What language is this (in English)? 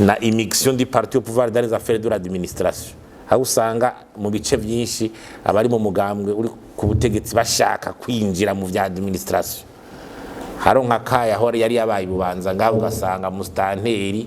Rundi